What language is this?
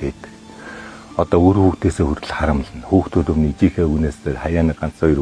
Mongolian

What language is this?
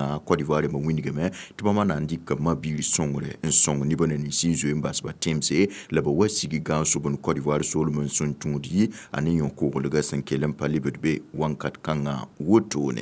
Mossi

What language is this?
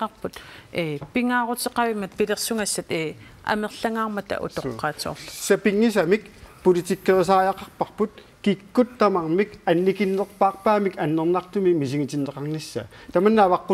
Kalaallisut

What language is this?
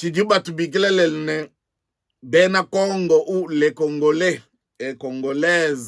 Luba-Lulua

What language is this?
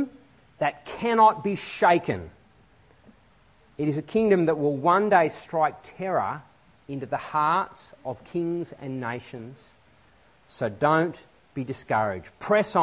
English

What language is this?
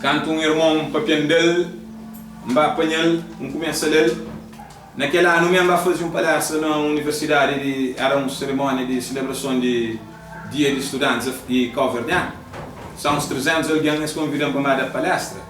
Kabuverdianu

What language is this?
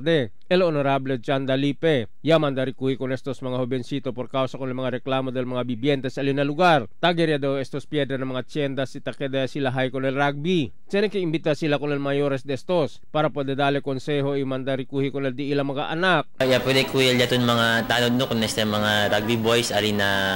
Chavacano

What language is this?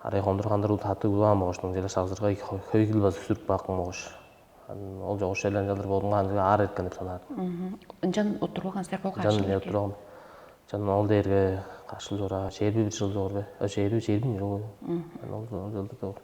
Tuvinian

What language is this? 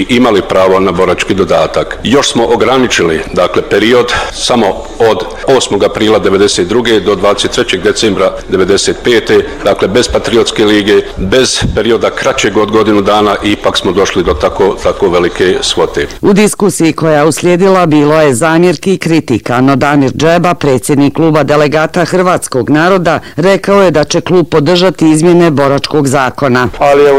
Bosnian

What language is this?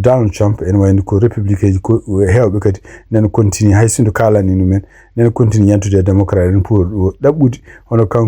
Fula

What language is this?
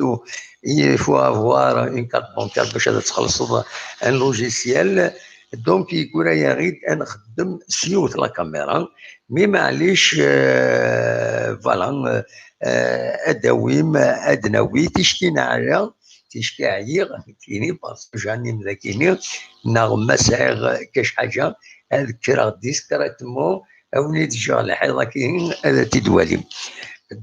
Kabyle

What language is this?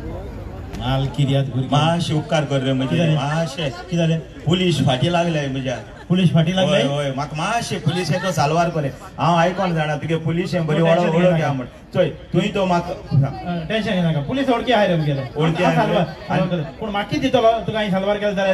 Konkani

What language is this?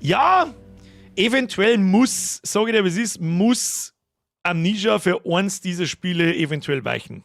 Bavarian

